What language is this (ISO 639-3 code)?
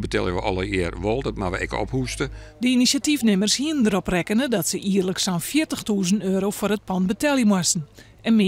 fry